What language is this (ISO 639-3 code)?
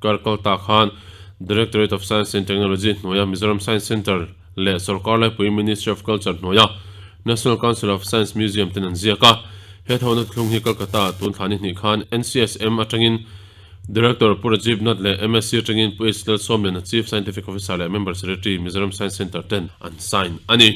lus